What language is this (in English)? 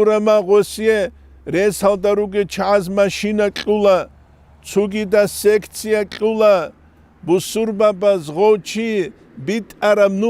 Avaric